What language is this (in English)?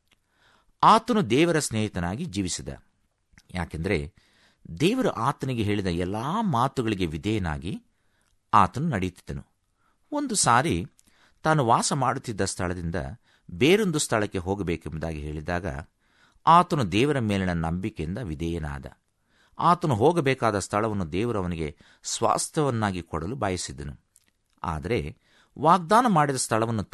Kannada